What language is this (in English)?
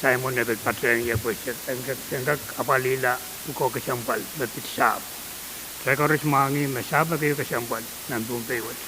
Pohnpeian